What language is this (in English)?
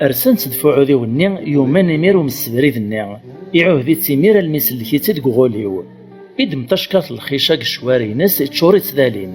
Kabyle